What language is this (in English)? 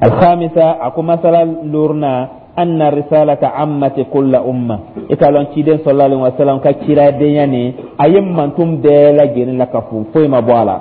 Dyula